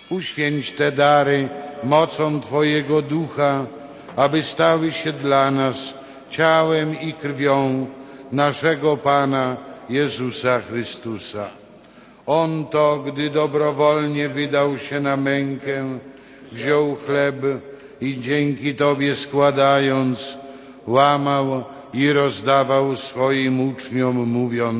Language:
Polish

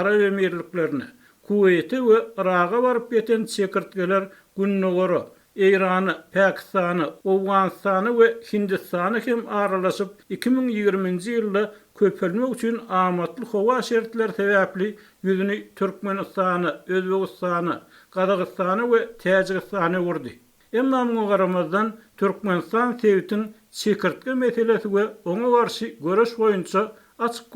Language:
Turkmen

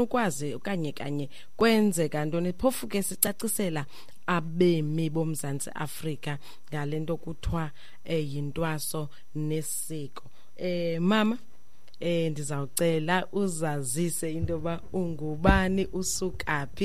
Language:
Xhosa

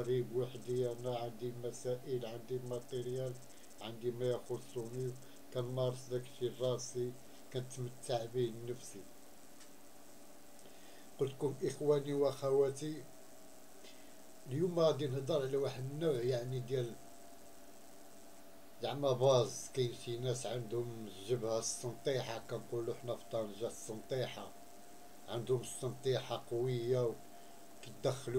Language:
Moroccan Arabic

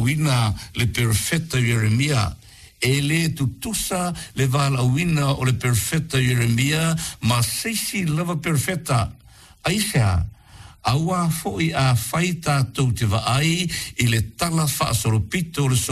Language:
Samoan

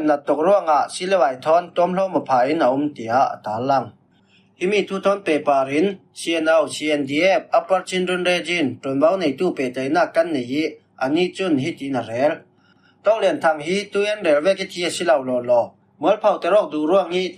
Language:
Falam Chin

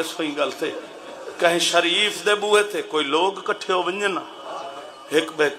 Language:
Saraiki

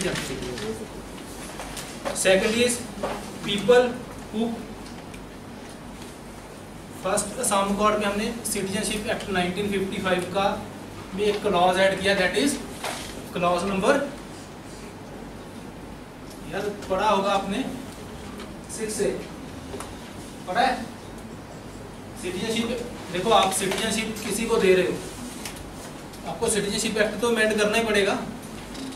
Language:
Hindi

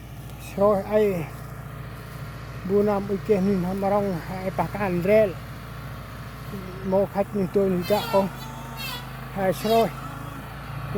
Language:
Central Mnong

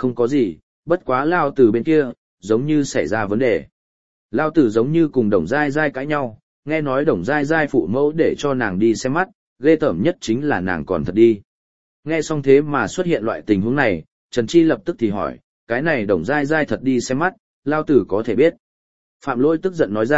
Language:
Vietnamese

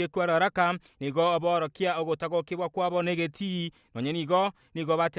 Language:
Gusii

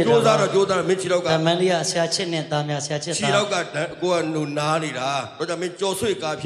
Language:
Burmese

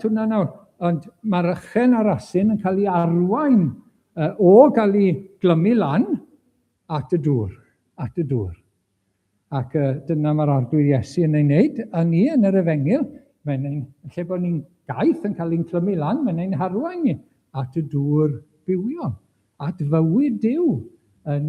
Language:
Welsh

